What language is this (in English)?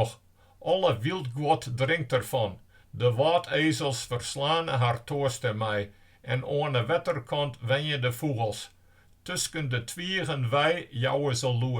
Western Frisian